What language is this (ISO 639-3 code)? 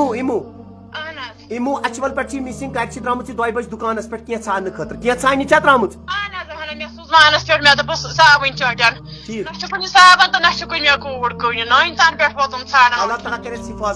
kas